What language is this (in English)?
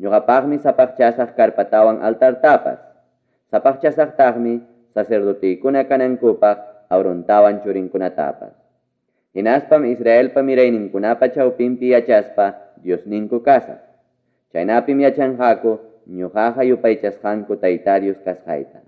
Ayacucho Quechua